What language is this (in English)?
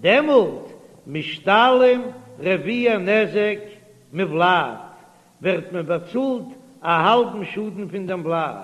Yiddish